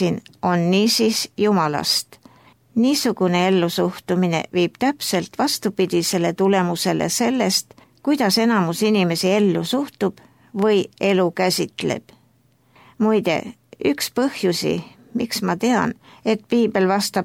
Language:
Estonian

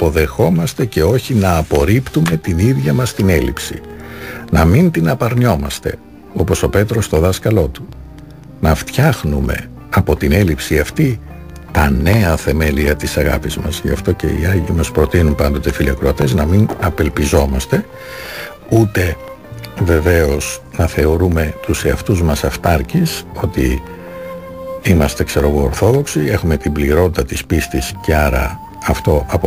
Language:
Greek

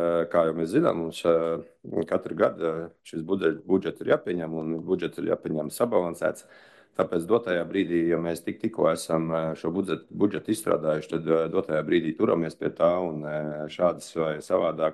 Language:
Latvian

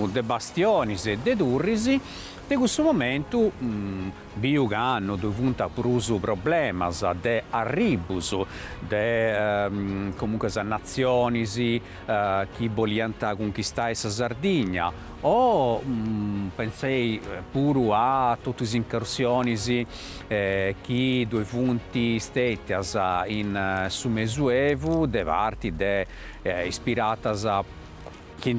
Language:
Sardinian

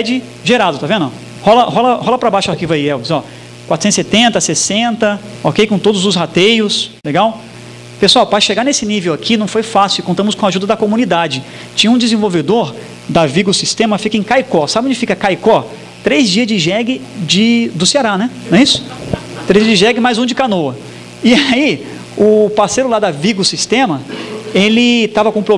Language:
Portuguese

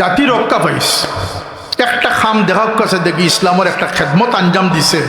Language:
Sylheti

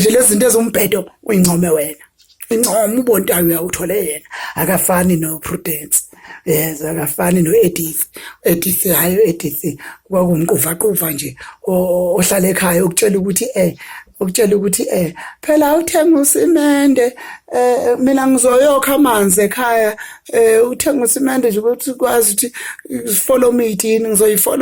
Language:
Zulu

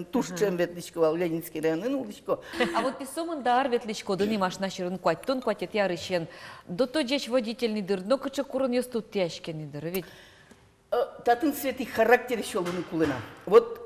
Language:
Udmurt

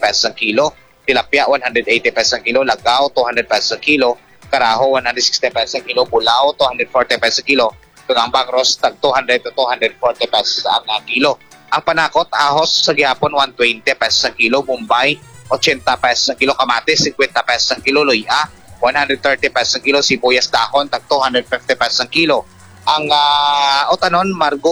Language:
Hiligaynon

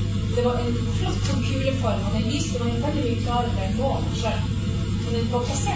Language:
Norwegian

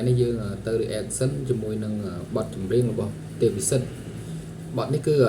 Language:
Khmer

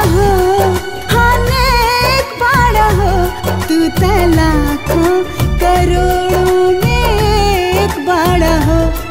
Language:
Bhojpuri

